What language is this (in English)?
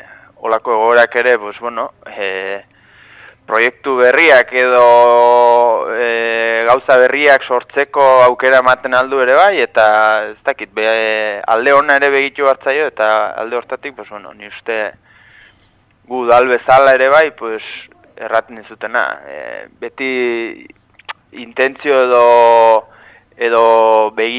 Basque